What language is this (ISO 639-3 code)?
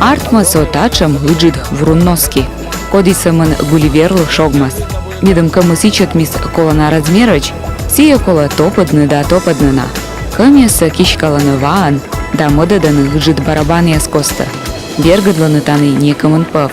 kom